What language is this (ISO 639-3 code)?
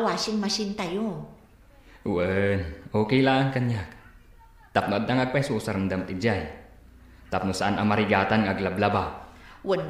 ilo